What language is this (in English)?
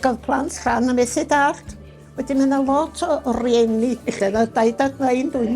Welsh